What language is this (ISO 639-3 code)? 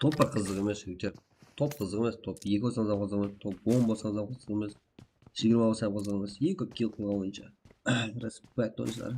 kaa